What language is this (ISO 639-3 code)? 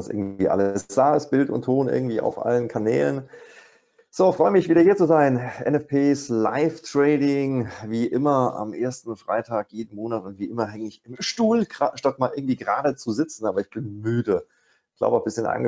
deu